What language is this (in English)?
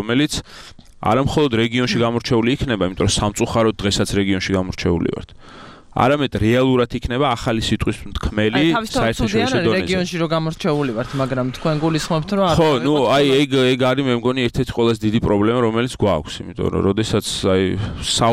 Georgian